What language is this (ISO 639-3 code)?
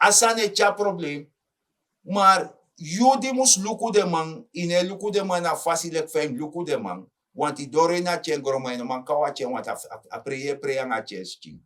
srn